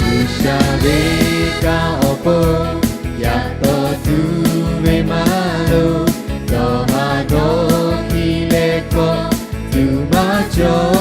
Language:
Lahu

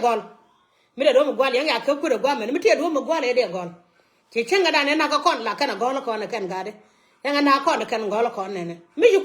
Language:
Nuer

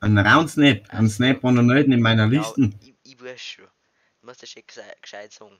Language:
Bavarian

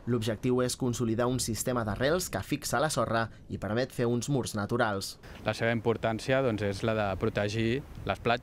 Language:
Catalan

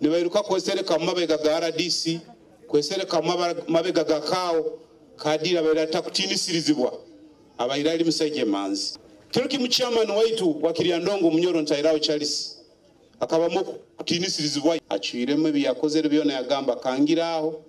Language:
Nyoro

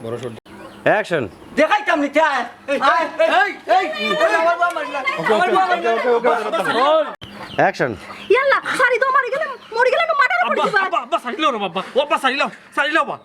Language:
Sylheti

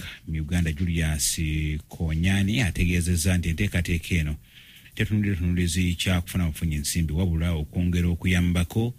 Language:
Ganda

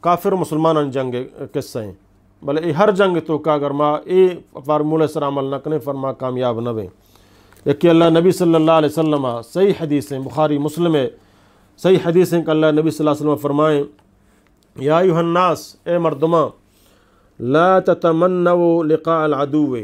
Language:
Eastern Balochi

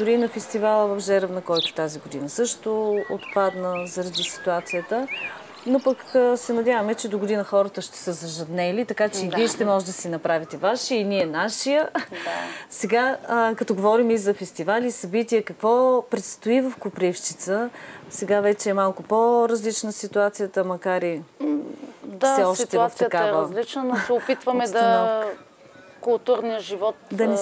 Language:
Bulgarian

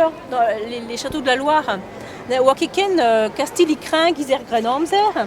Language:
Breton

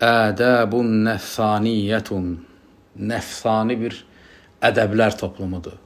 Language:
Azerbaijani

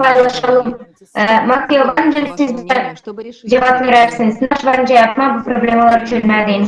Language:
Gagauz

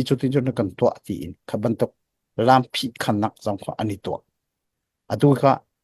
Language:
Hakha Chin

